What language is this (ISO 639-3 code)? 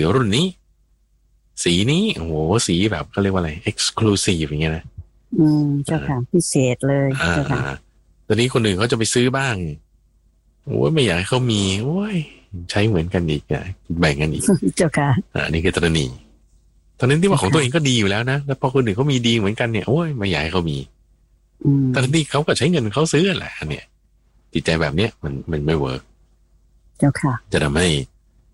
tha